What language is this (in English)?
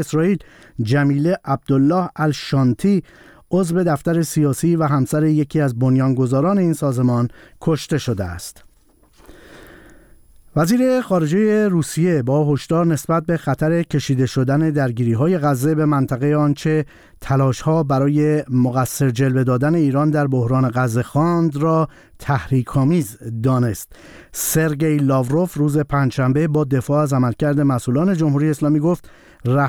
Persian